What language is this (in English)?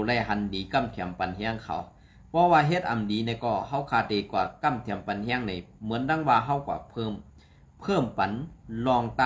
Shan